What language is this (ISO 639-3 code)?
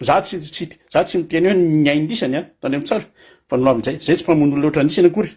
mlg